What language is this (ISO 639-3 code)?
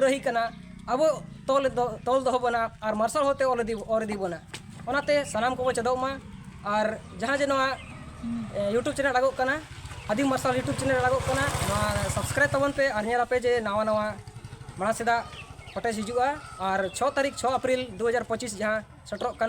sat